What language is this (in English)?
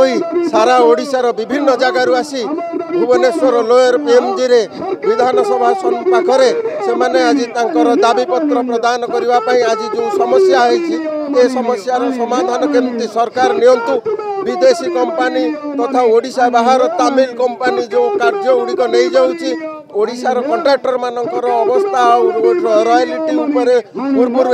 Odia